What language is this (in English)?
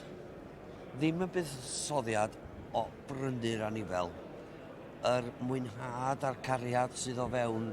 Welsh